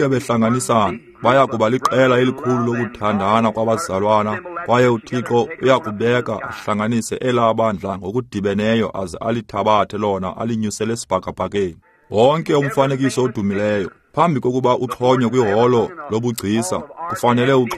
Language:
Xhosa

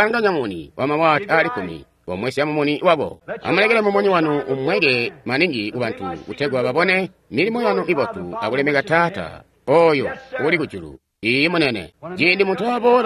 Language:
Tonga (Zambia)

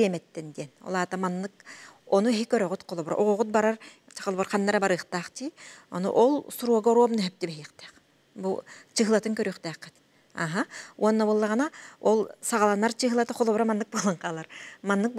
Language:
Yakut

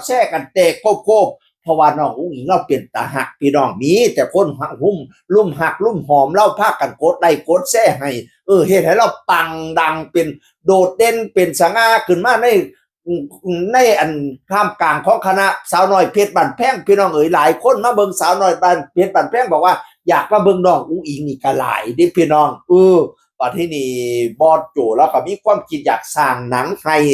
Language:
Northeastern Thai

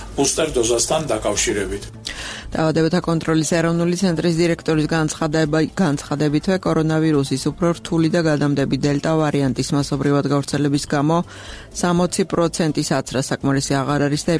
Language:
Georgian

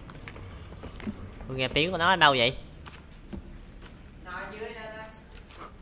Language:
Vietnamese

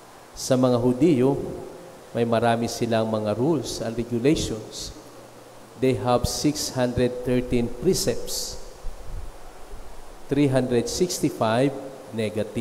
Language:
Filipino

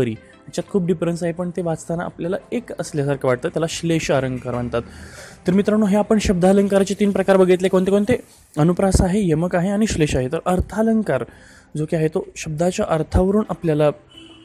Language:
Marathi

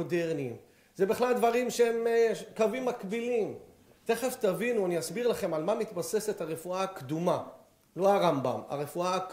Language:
Hebrew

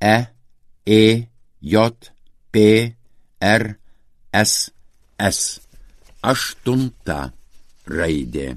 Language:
Lithuanian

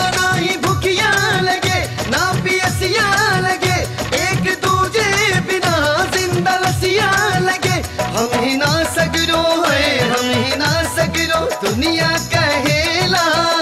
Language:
Bhojpuri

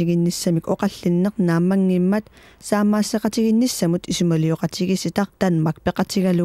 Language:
Kalaallisut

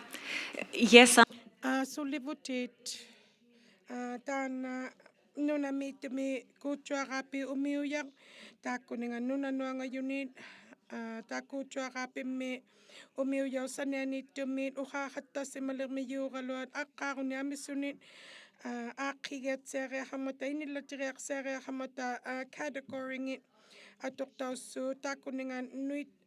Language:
Inuktitut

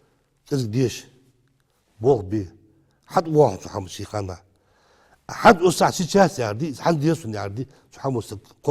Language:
Ingush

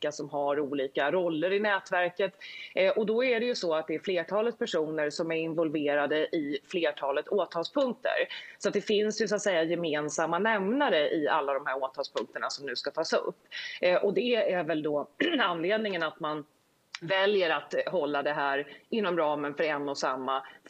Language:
Swedish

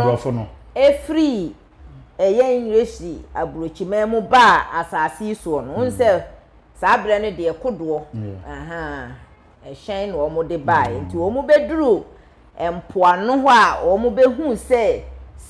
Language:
Akan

